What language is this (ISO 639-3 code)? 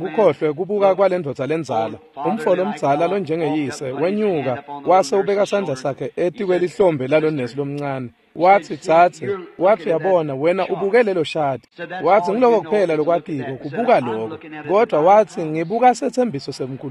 ssw